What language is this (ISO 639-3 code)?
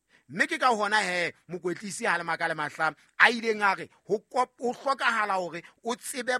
sot